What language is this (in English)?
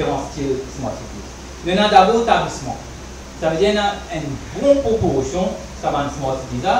Morisyen